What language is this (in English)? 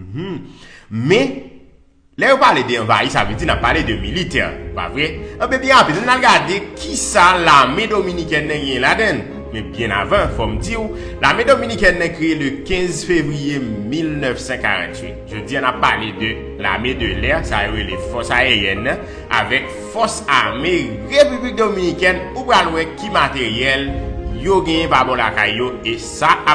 Haitian Creole